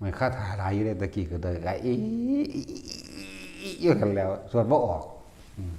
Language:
Northeastern Thai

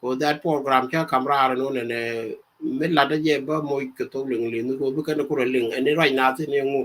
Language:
Nuer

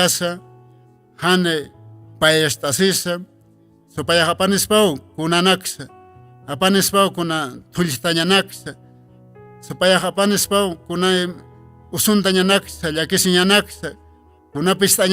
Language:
Aymara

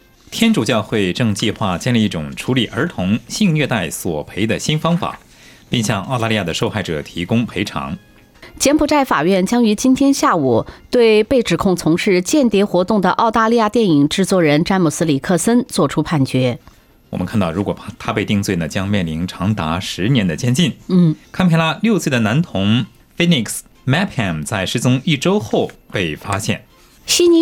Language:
Chinese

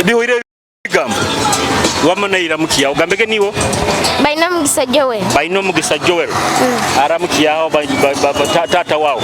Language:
Nyoro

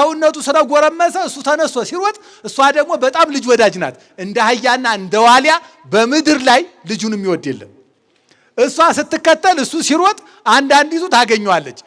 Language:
Amharic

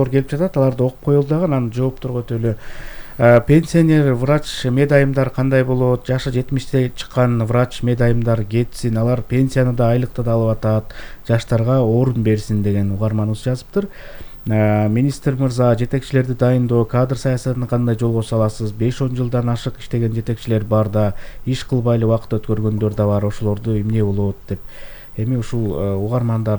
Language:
Kyrgyz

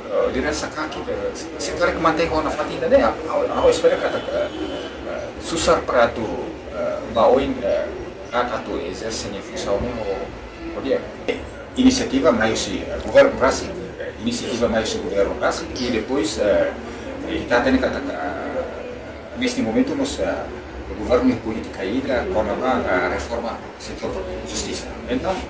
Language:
Tetum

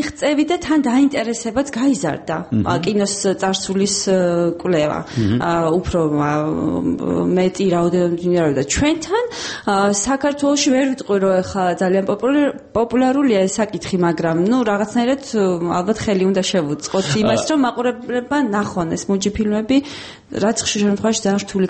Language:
Georgian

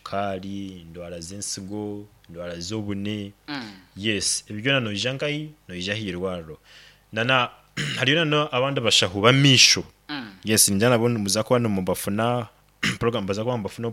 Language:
Nyankole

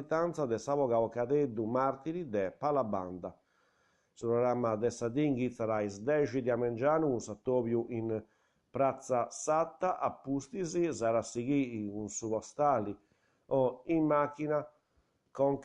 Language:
Sardinian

